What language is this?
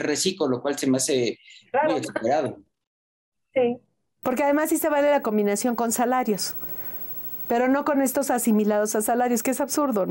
Spanish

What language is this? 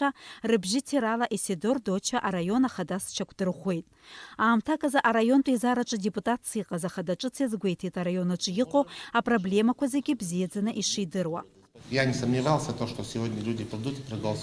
Abkhazian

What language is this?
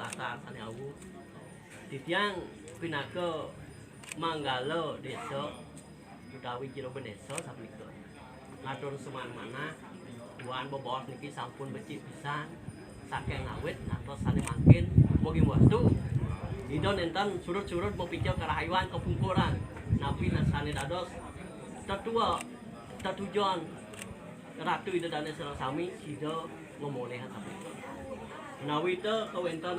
Balinese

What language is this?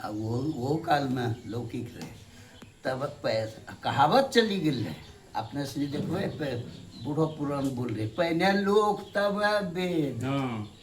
Angika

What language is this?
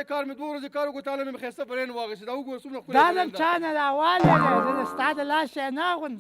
Pashto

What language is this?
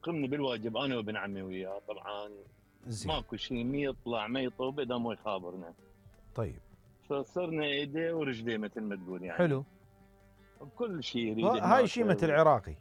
Mesopotamian Arabic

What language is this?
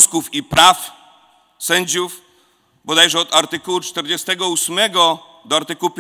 Polish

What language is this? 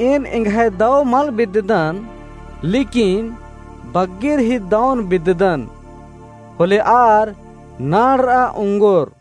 Kurukh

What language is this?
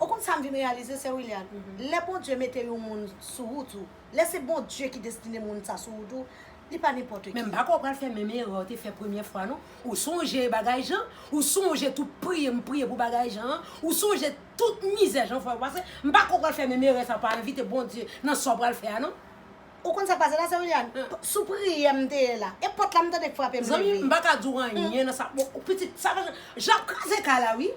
Haitian Creole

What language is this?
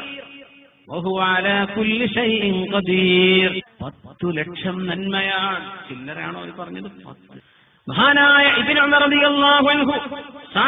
Malayalam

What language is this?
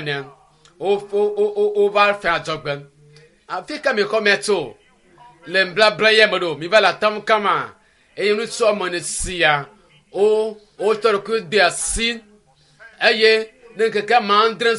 Ewe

